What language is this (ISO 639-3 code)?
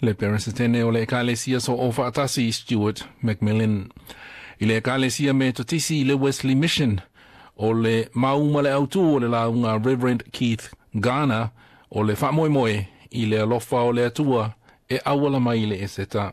smo